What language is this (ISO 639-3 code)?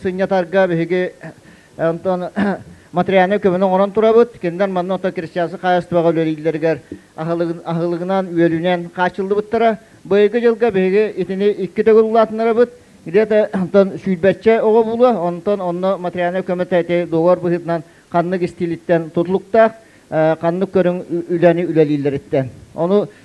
sah